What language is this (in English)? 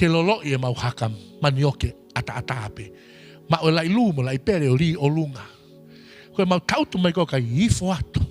Tongan